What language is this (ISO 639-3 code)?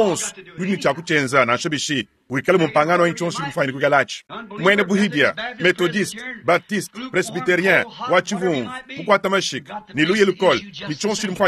lua